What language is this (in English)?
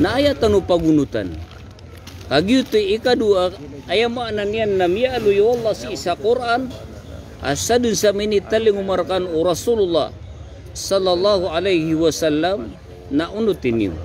Maranao